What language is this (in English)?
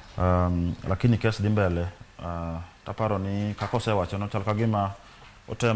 Luo (Kenya and Tanzania)